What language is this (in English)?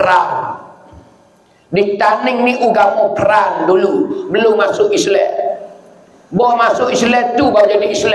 Pattani Malay